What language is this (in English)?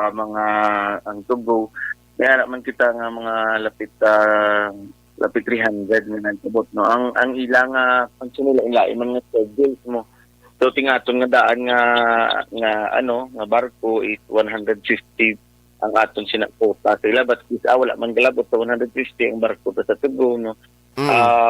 Hiligaynon